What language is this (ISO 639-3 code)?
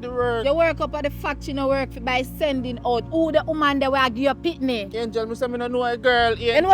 jam